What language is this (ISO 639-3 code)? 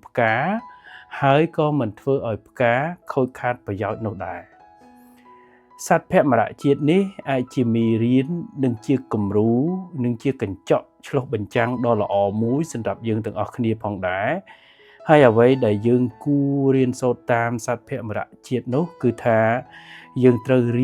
khm